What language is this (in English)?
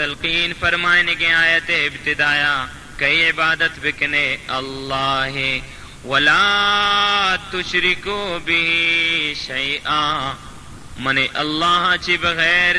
Baluchi